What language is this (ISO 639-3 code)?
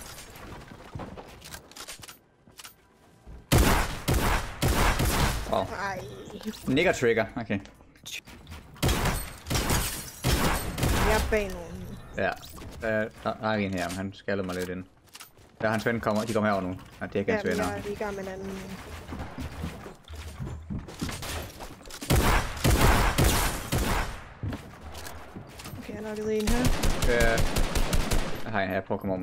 dan